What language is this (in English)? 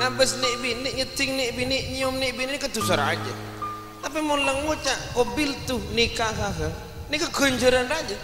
Madurese